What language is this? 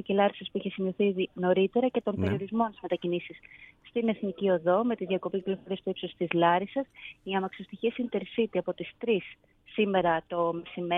Greek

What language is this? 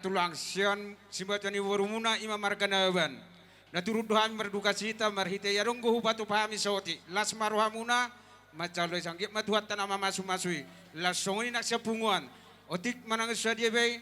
Batak Toba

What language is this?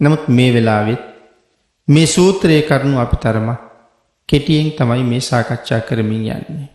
Sinhala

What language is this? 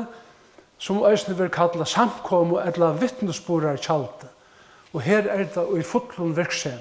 Faroese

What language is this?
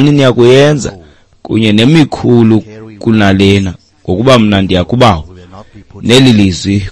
Xhosa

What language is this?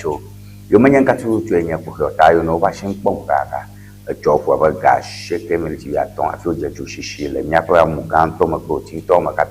Ewe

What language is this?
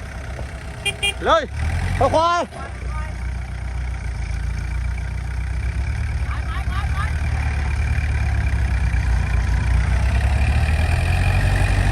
Lao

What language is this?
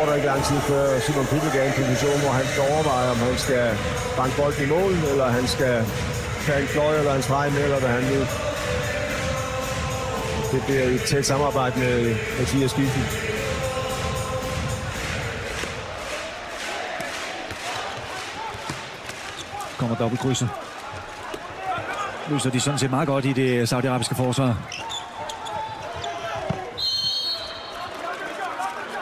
Danish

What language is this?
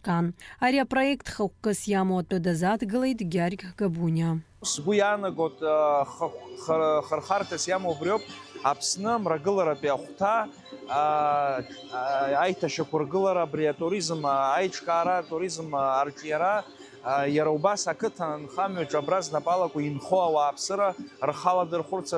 Abkhazian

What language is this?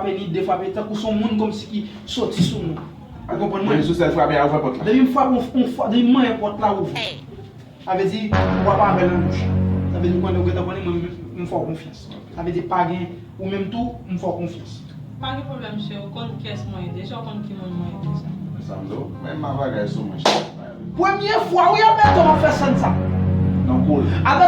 Haitian Creole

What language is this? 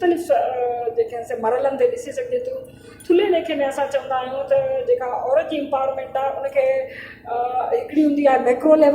Sindhi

